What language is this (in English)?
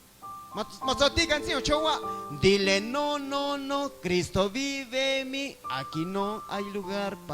Guerrero Amuzgo